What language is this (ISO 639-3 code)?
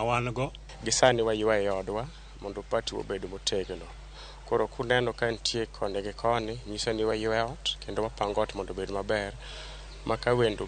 luo